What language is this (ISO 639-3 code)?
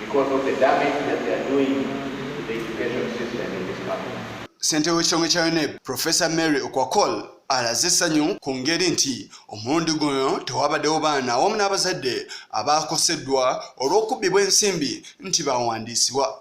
lug